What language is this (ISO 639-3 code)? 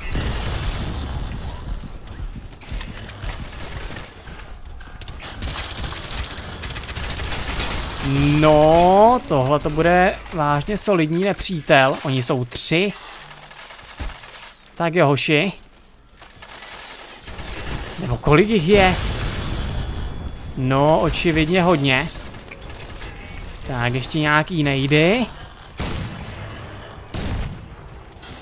ces